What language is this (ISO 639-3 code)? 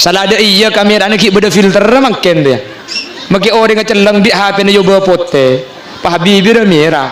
mad